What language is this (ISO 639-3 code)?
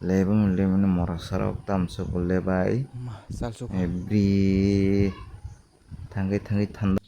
trp